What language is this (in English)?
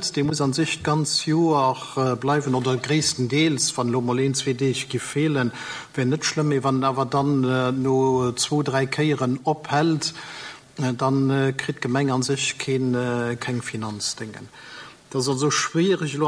Luxembourgish